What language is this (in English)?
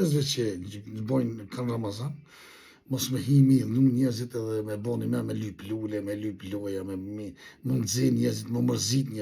Albanian